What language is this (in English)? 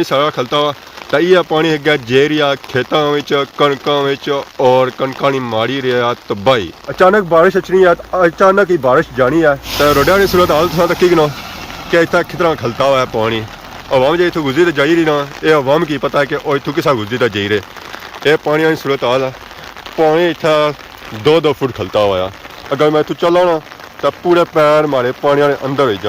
Pahari-Potwari